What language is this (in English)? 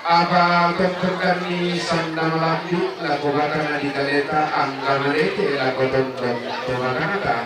Toraja-Sa'dan